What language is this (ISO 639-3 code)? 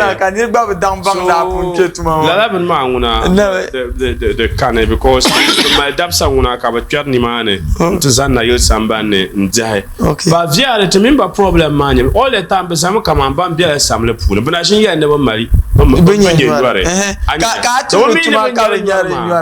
dag